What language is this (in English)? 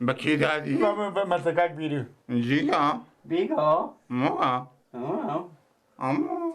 Persian